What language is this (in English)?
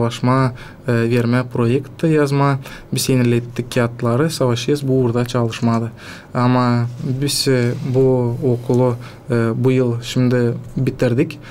Gagauz